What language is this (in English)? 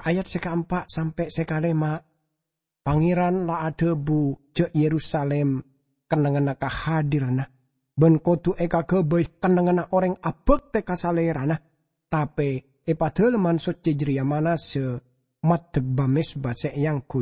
Madurese